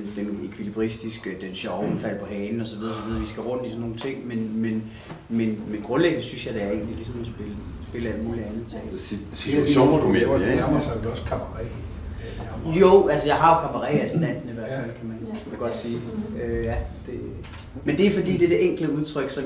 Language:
Danish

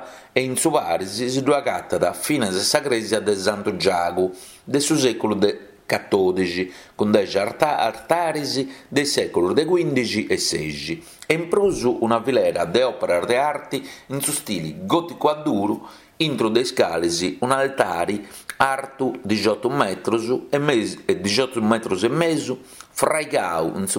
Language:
Sardinian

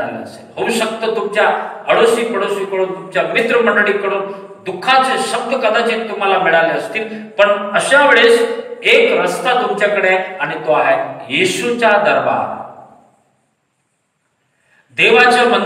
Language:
Marathi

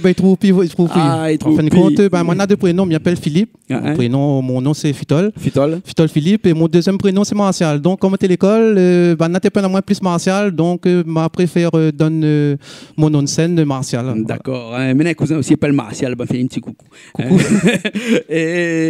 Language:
Réunion Creole French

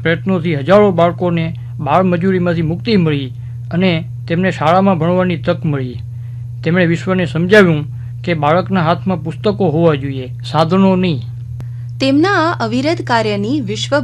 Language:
Gujarati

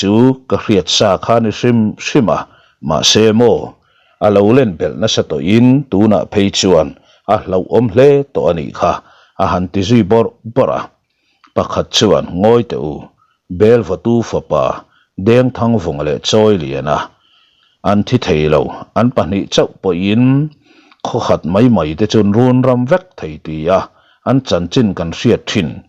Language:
Mizo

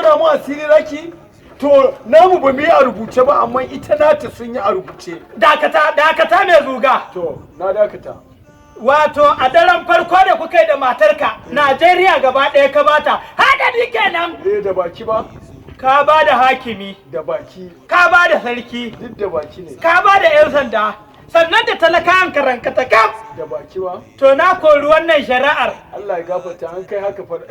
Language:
Hausa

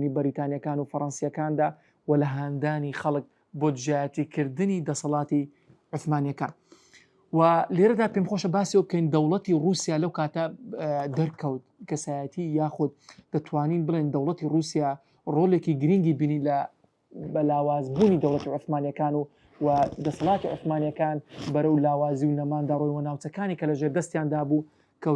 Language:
Central Kurdish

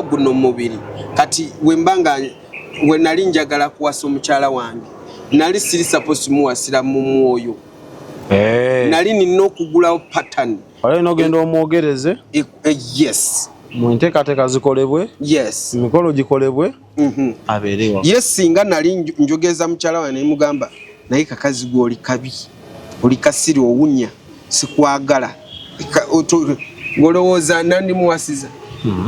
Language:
Ganda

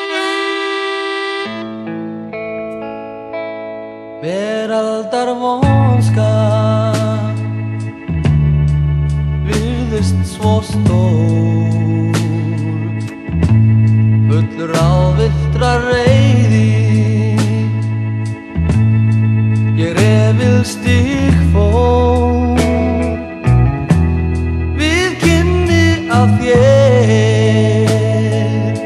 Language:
Icelandic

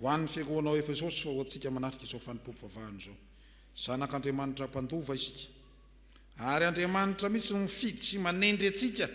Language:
Malagasy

